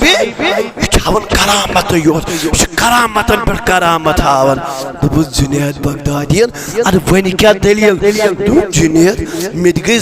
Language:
Kashmiri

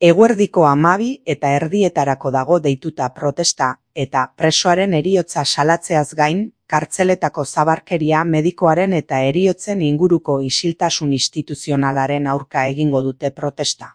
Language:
Basque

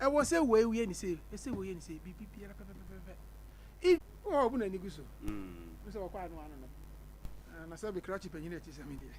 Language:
Akan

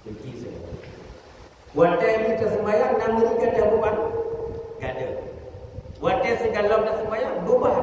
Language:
Achinese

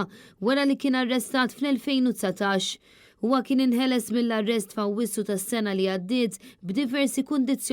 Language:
Maltese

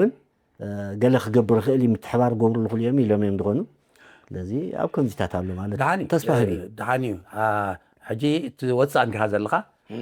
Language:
Tigrinya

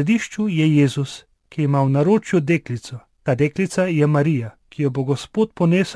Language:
Slovenian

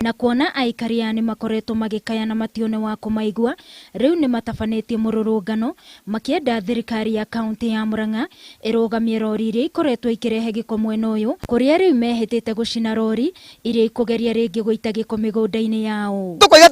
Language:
Kikuyu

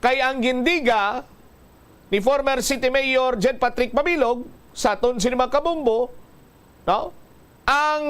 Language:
Hiligaynon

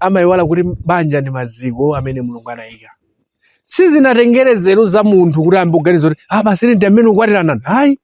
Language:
Nyanja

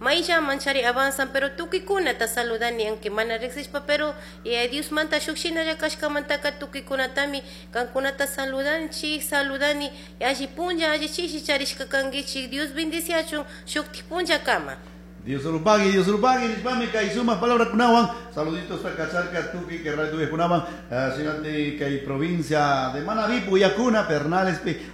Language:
Chimborazo Highland Quichua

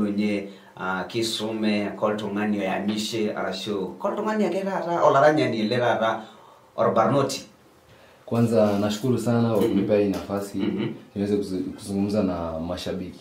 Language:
Masai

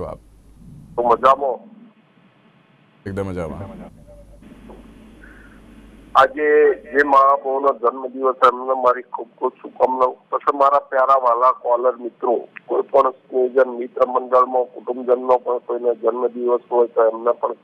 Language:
Gujarati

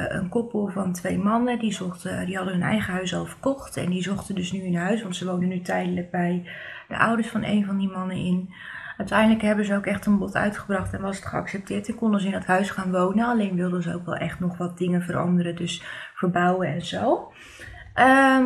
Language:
Dutch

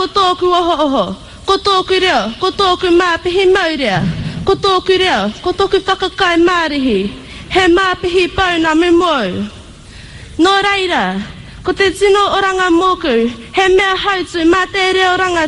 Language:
Māori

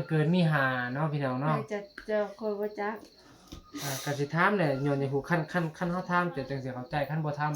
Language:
Northeastern Thai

